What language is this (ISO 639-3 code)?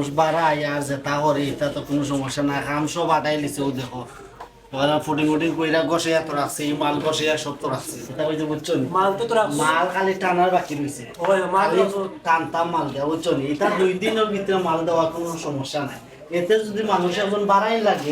syl